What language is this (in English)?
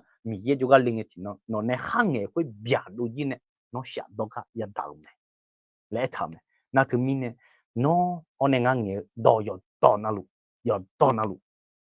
Akha